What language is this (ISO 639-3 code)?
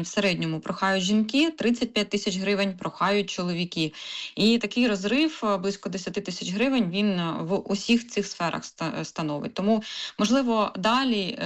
ukr